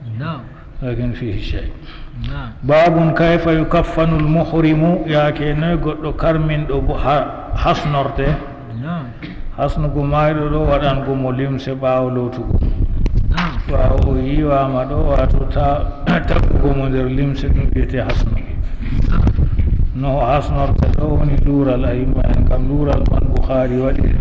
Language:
Fula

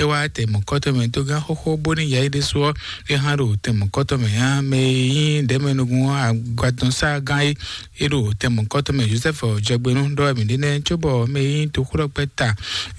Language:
Fon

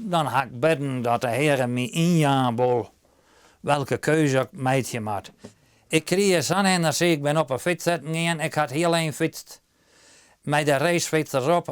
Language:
Western Frisian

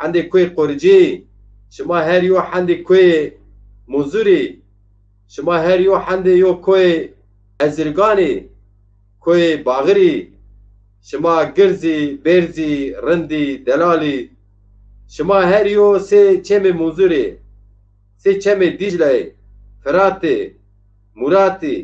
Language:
Zaza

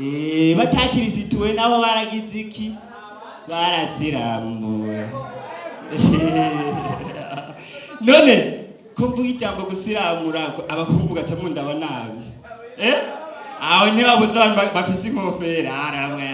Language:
Rundi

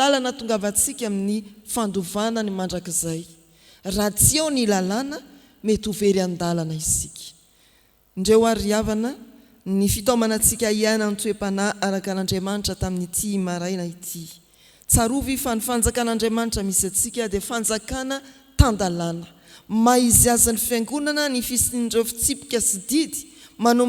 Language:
Malagasy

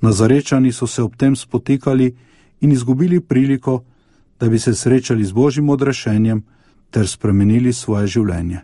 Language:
Slovenian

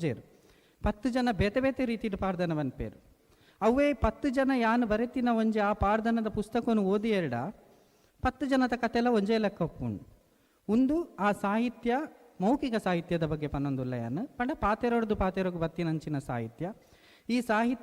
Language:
Tulu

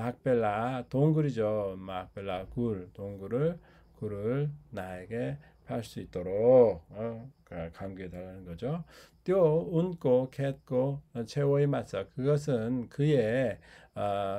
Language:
Korean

